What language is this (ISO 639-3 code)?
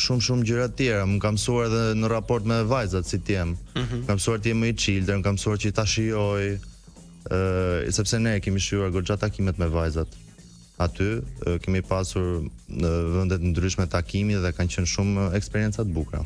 sqi